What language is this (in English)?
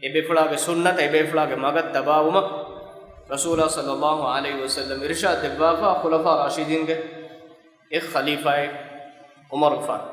Divehi